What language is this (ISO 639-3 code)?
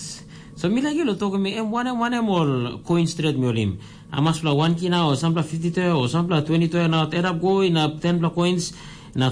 tpi